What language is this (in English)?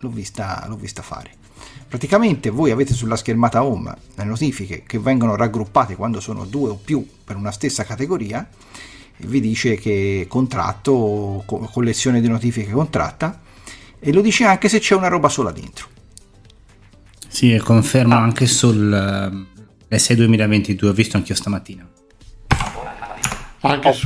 Italian